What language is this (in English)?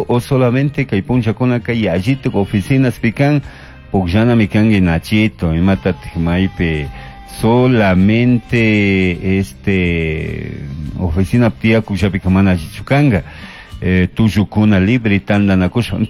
Chimborazo Highland Quichua